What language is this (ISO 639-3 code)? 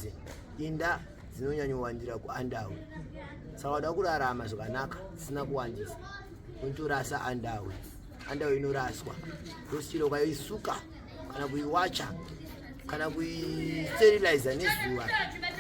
sna